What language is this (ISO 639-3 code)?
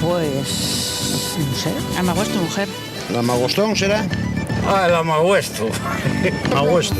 ast